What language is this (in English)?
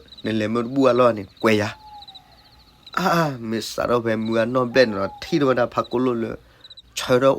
S'gaw Karen